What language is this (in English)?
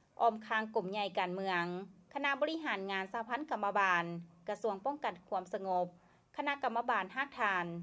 Lao